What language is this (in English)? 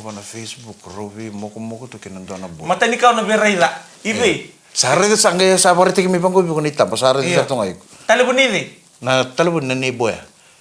Fijian